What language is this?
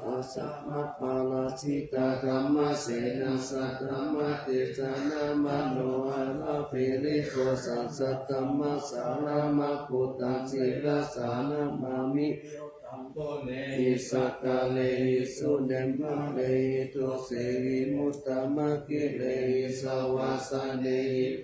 Pali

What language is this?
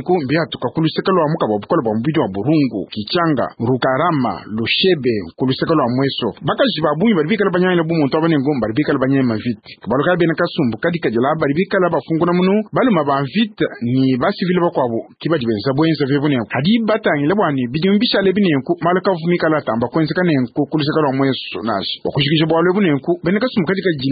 Luba-Lulua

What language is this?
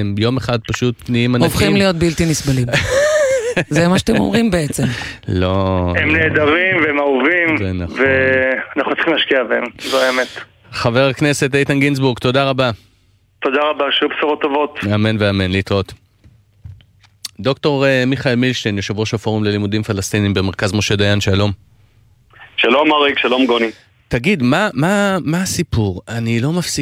Hebrew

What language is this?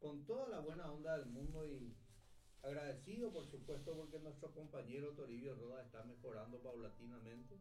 Guarani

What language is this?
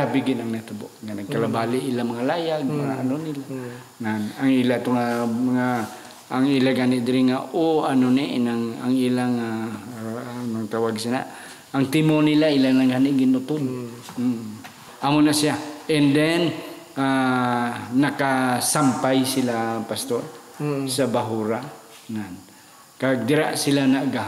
Hiligaynon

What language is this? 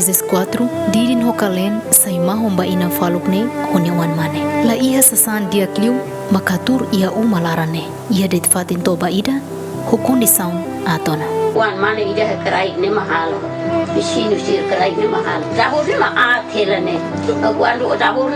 Tetum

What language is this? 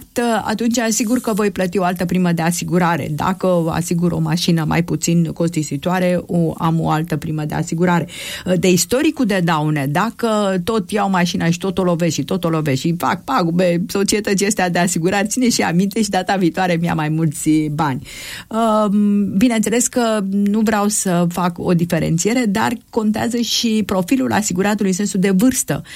Romanian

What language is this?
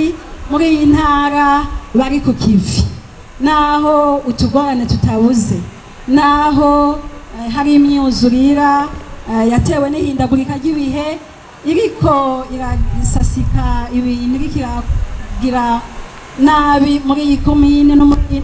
Rundi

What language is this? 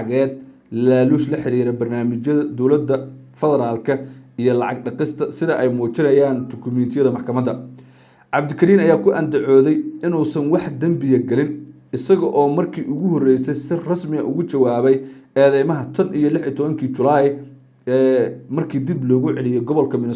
Somali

